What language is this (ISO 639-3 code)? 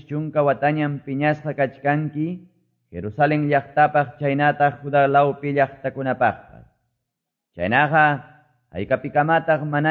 que